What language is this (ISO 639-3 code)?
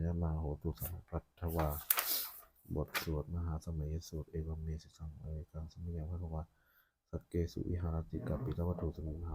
pli